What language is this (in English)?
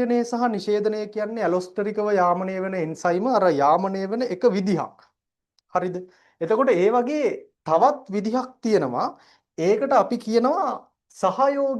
Sinhala